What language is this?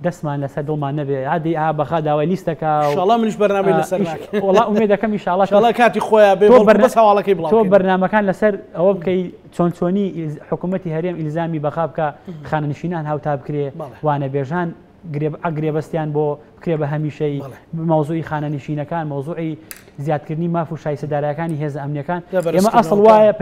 Central Kurdish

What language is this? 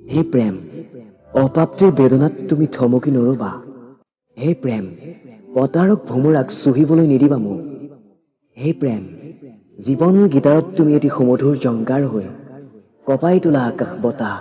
Assamese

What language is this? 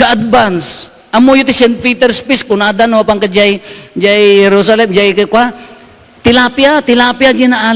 Iloko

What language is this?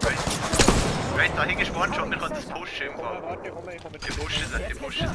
Swiss German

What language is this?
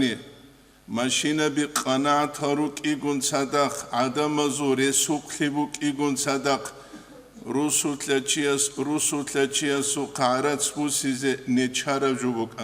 Avaric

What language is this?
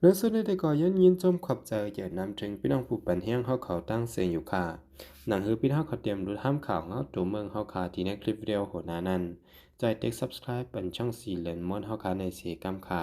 Shan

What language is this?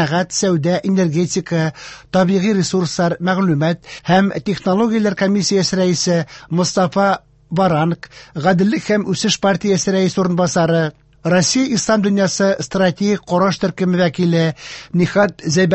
Tatar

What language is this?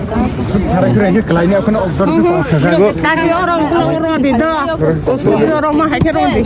Kok Borok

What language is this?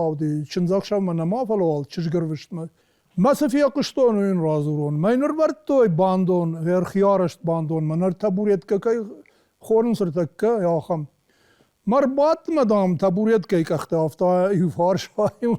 Ossetic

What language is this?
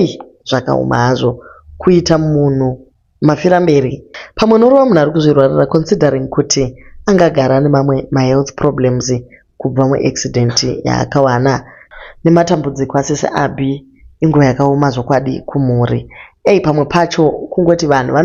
Shona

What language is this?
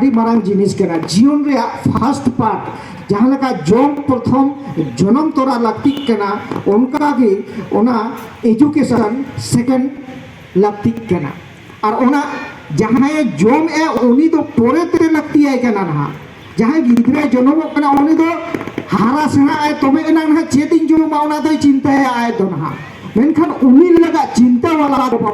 Santali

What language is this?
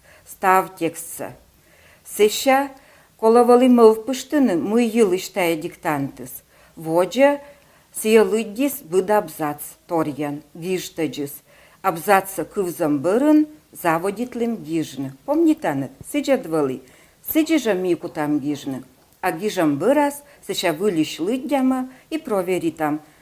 Komi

